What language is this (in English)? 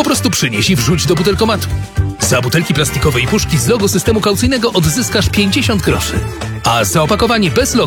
Polish